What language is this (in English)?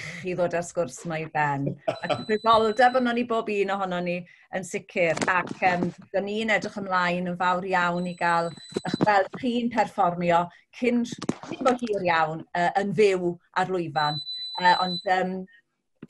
Welsh